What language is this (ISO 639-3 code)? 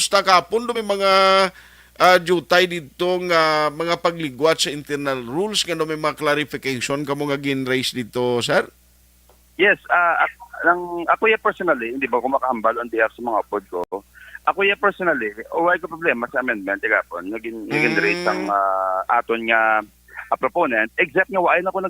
hil